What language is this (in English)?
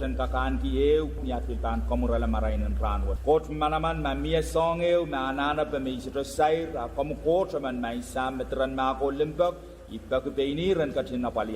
Pohnpeian